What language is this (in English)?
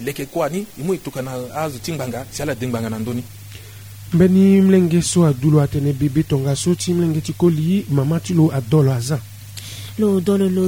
Sango